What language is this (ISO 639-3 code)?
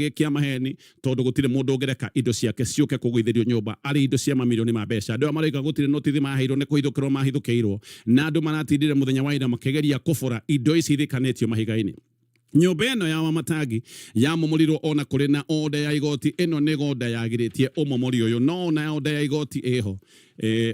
kik